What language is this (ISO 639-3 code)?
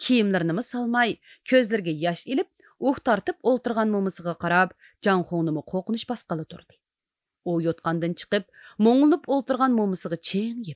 uig